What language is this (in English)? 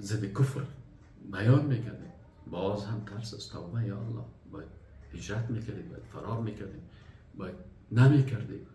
Persian